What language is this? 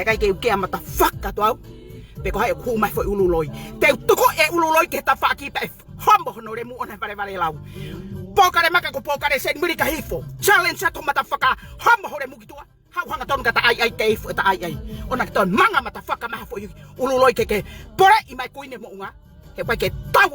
Tongan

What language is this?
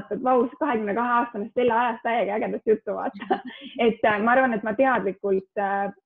Estonian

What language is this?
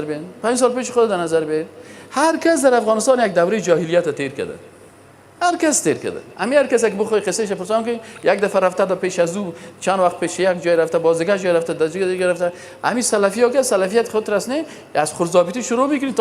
Persian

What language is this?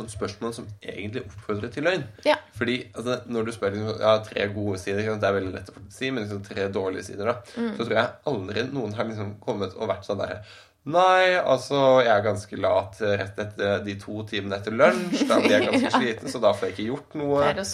Norwegian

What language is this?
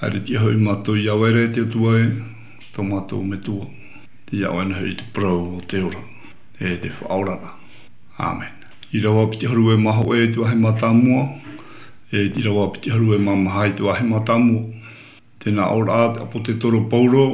Tahitian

